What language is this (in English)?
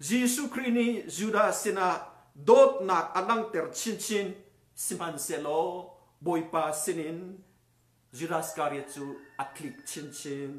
Hakha Chin